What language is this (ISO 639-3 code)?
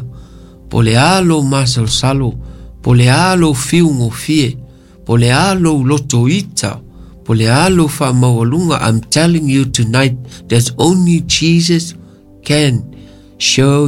smo